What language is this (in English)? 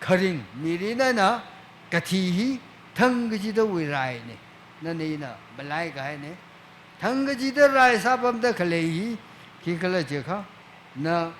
Tangkhul Naga (India)